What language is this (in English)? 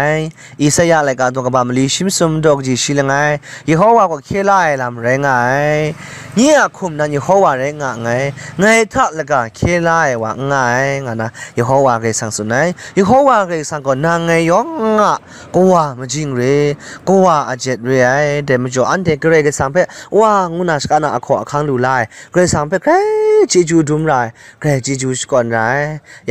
Kachin